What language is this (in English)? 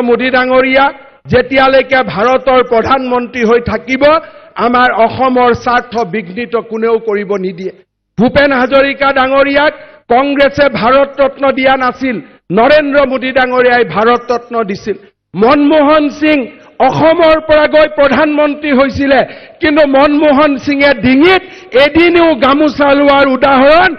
Assamese